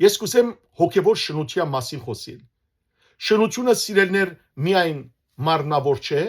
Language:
Western Armenian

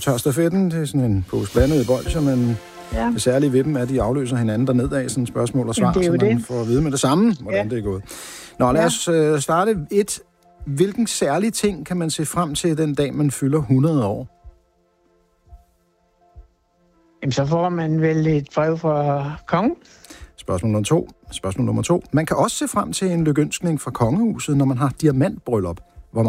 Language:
Danish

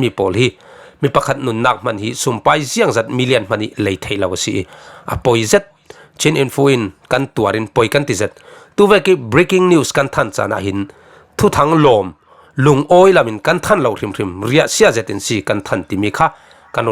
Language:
Falam Chin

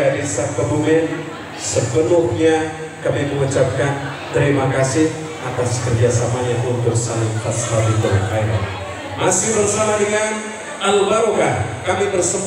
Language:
Indonesian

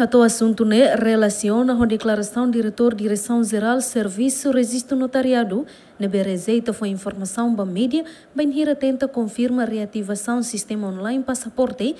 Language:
Tetum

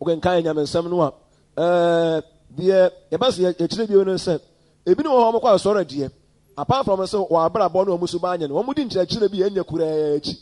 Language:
Akan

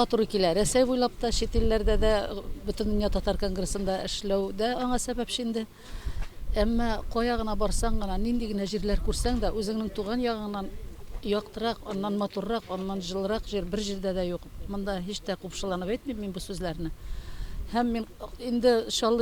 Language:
Tatar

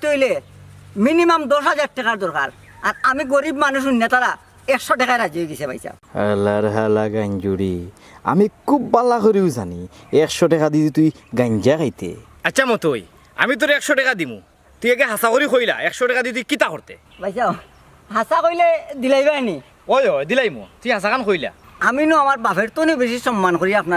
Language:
Sylheti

